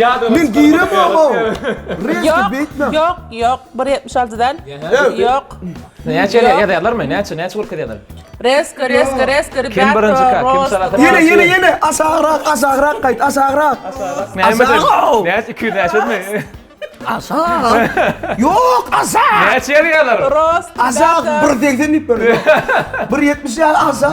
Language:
Turkmen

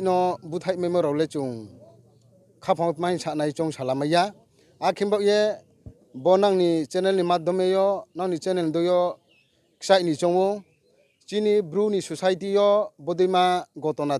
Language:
Riang (India)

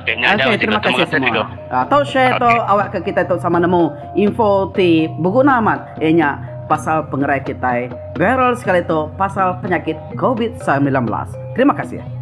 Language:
Iban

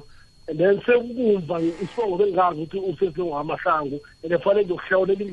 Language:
South Ndebele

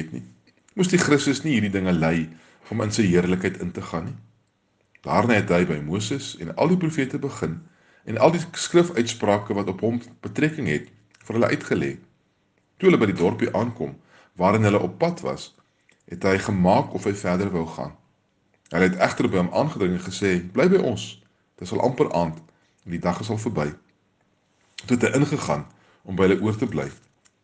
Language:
Afrikaans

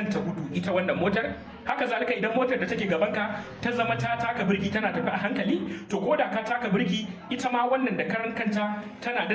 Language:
Hausa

